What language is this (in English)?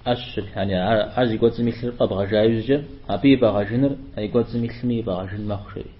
Kabardian